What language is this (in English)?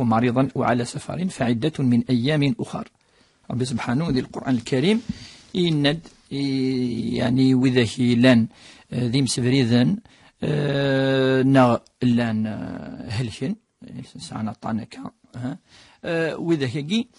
Kabyle